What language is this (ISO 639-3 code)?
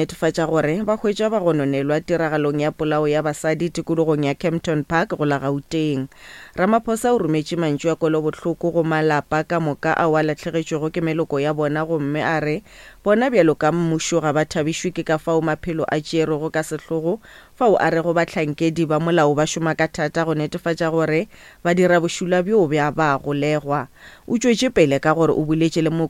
nso